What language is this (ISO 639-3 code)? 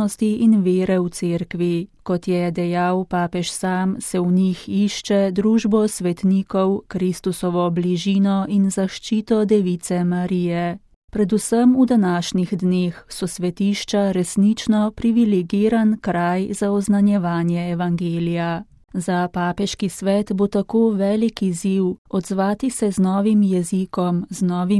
slv